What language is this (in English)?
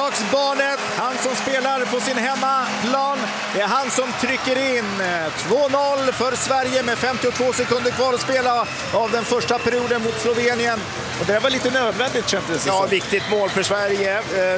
Swedish